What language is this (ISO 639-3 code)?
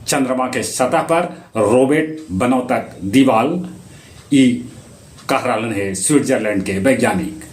mag